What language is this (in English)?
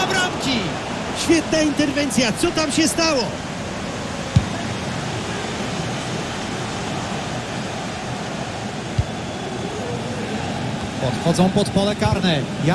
Polish